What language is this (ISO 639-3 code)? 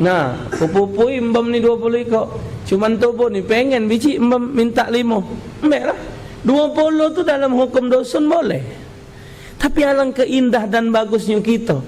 mui